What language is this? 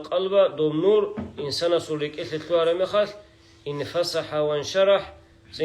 Avaric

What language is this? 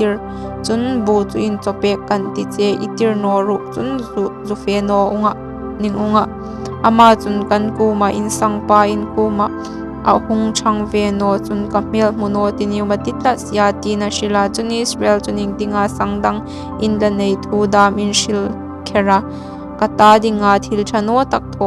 Hmar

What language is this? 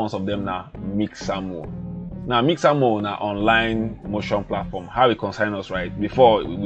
Nigerian Pidgin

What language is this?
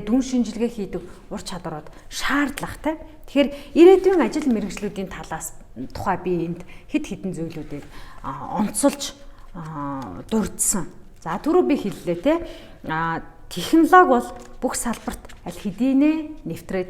Mongolian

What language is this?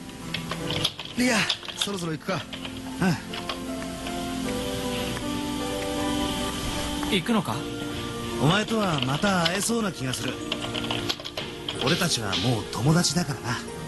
Japanese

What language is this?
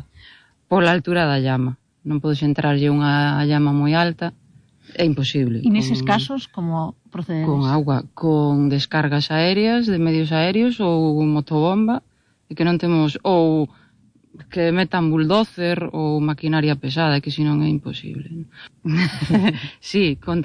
Galician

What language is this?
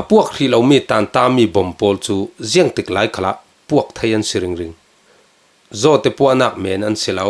Falam Chin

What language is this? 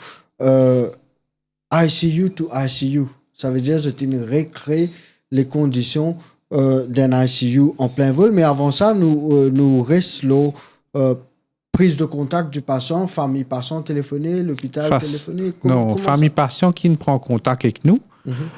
Morisyen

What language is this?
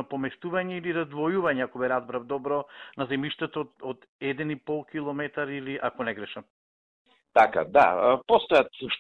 Macedonian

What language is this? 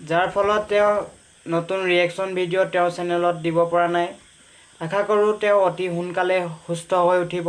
Assamese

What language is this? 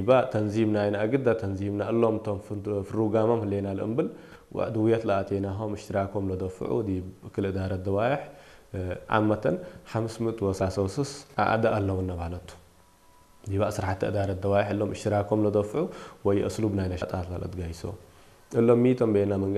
Tigrinya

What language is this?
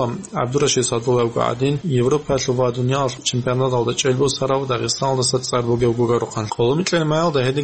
Avaric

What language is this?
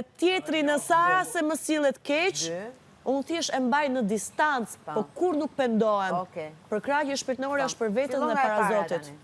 Albanian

